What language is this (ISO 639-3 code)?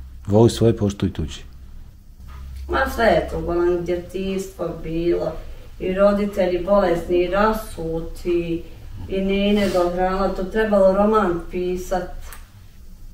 bos